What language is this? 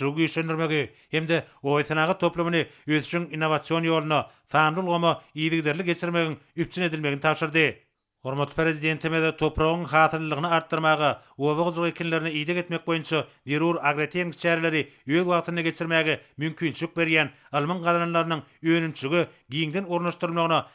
Turkmen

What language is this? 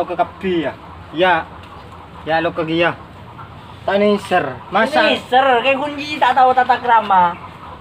Madurese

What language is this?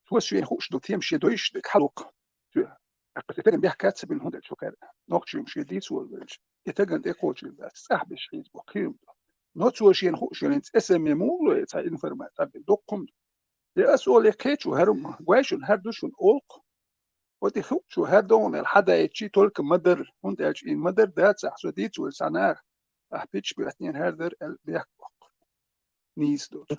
Chechen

